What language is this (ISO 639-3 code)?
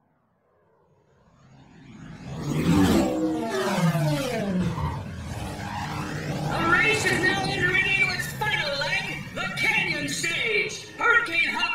eng